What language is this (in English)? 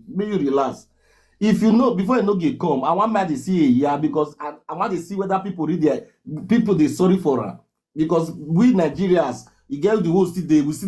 Nigerian Pidgin